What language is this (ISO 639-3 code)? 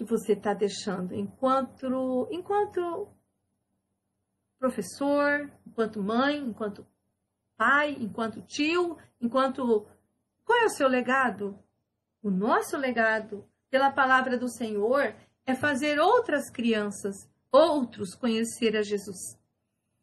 por